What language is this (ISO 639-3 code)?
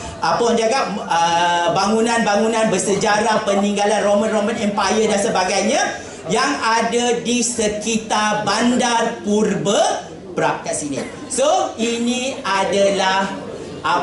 msa